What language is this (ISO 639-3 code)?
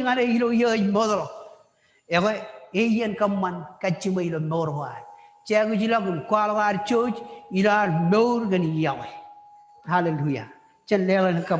mah